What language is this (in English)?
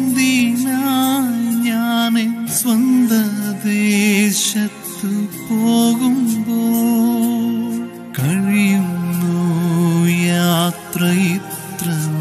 Malayalam